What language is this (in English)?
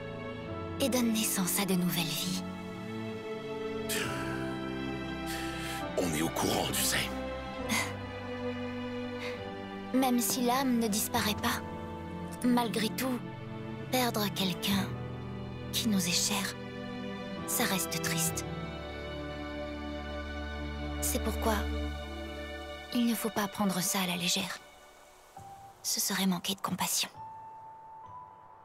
French